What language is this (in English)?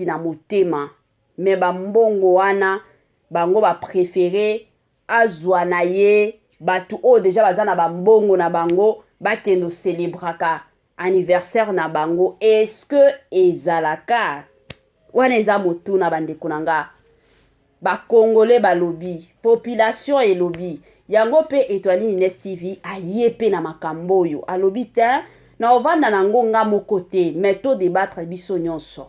Lingala